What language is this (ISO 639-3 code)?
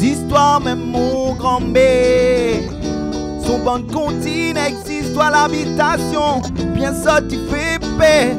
rcf